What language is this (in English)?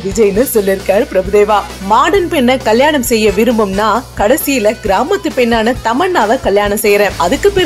Tamil